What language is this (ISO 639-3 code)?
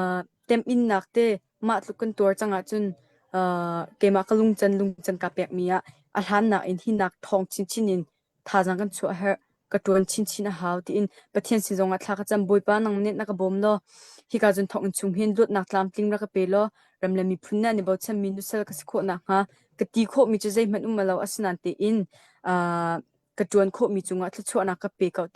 cnh